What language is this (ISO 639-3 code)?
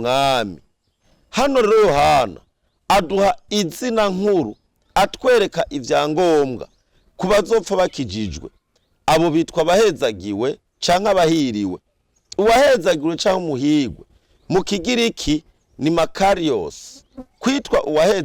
run